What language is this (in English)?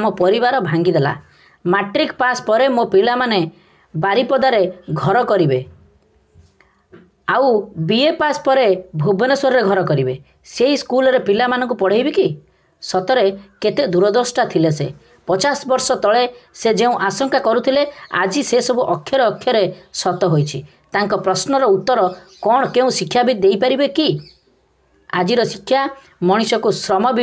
Odia